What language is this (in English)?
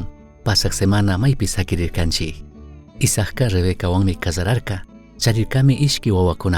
Chimborazo Highland Quichua